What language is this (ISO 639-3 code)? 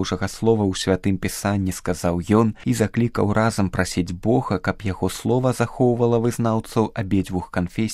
bel